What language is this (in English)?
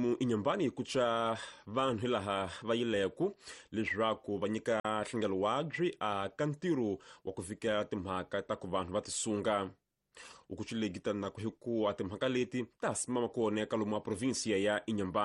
Tsonga